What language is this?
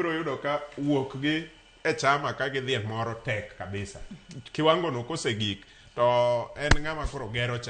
Luo (Kenya and Tanzania)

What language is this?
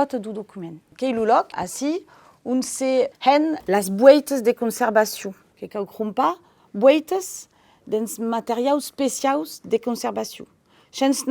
Occitan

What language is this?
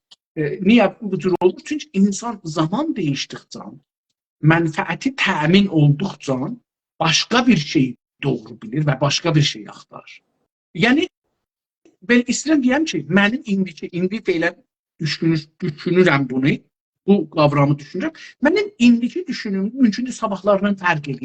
South Azerbaijani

